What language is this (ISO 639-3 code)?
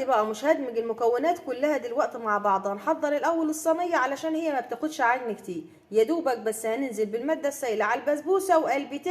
arz